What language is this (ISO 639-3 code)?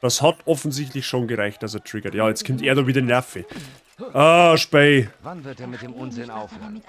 bar